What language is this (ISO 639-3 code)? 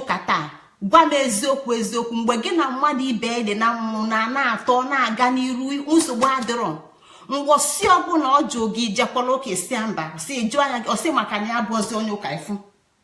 ibo